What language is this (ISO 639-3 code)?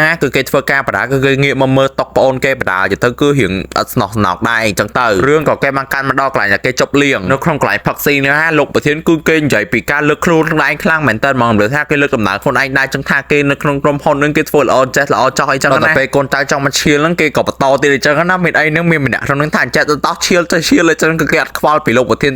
khm